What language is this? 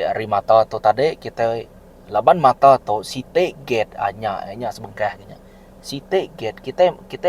Iban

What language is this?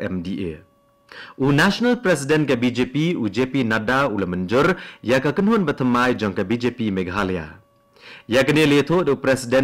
Khasi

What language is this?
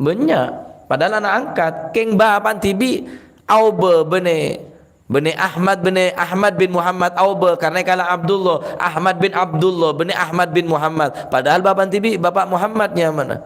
Madurese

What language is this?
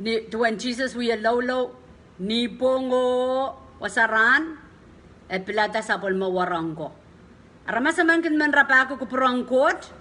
Pohnpeian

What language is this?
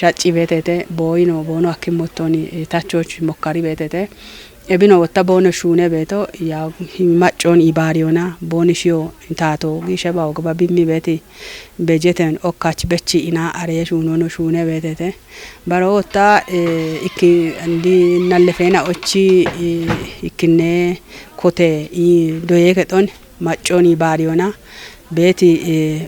Kafa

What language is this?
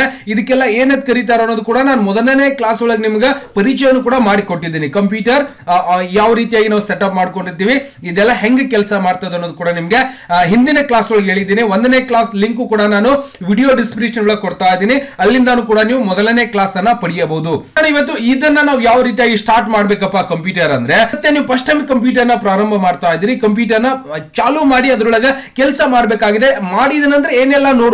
Kannada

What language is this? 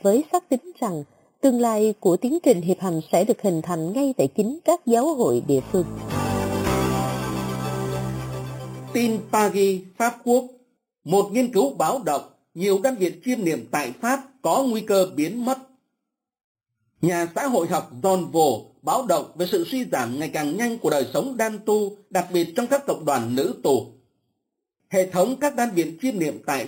Vietnamese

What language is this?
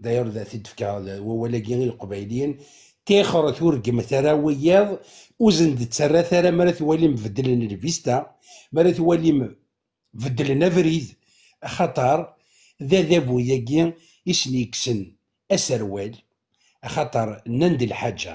Kabyle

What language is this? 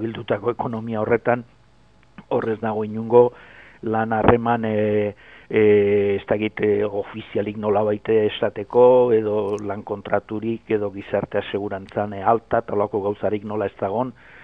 Basque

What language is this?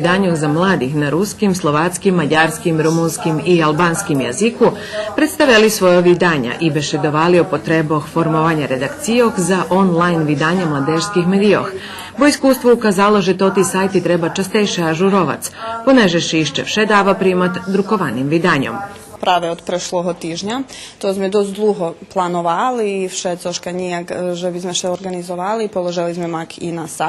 Rusyn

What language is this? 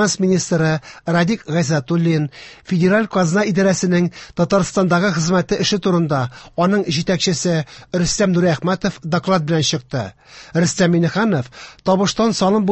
Tatar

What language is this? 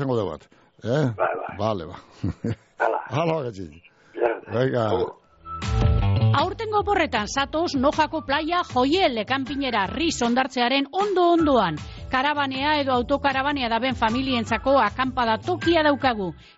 Basque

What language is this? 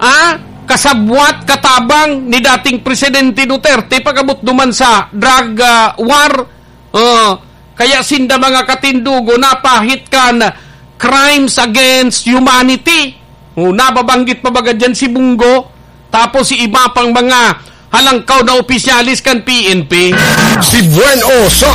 Bikol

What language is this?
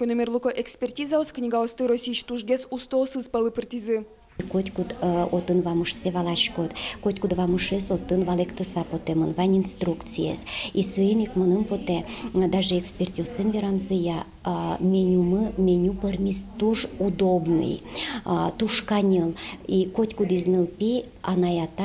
Udmurt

